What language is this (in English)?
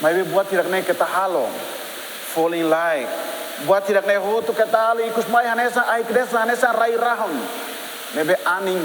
Tetum